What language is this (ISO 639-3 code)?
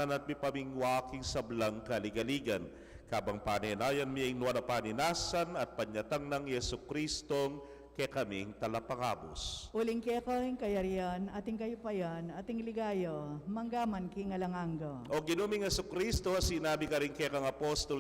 pam